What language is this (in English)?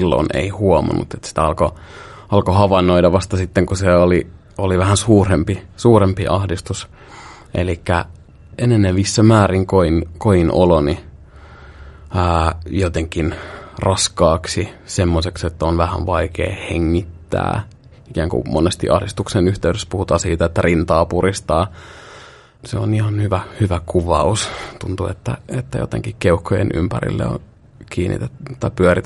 Finnish